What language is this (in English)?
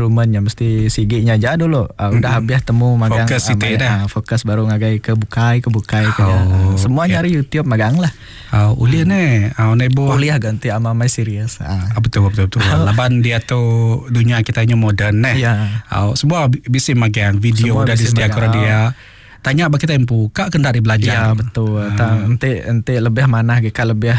Iban